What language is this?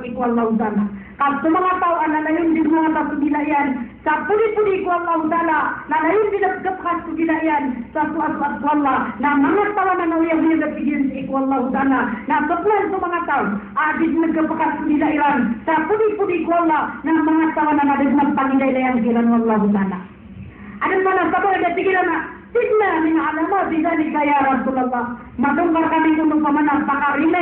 Maranao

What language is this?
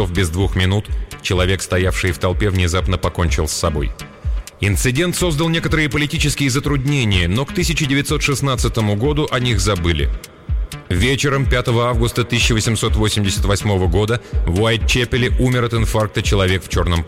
Russian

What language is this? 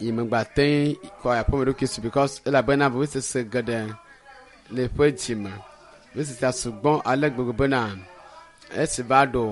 Ewe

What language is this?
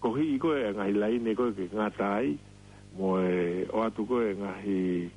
Tongan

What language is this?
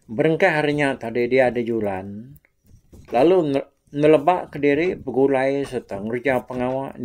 Iban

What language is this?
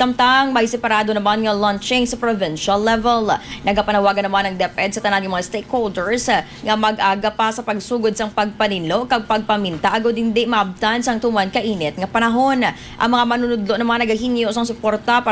Hiligaynon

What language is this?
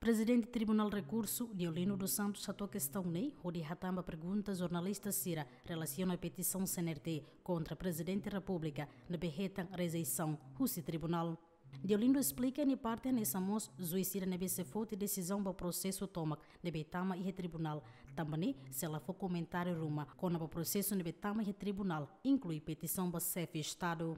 Tetum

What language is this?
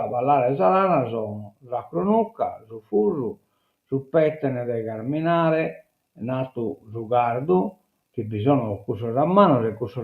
Sardinian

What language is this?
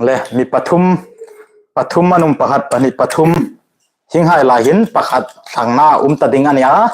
Hmar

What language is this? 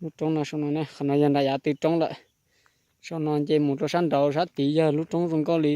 Hmong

